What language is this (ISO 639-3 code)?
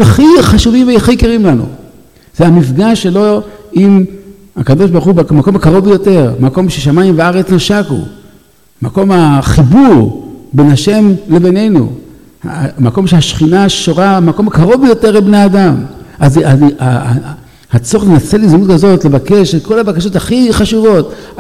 heb